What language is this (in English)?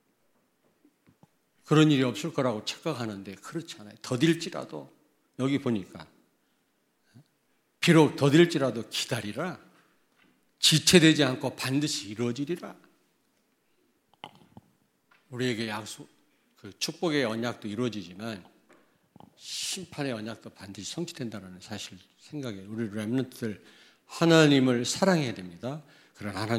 Korean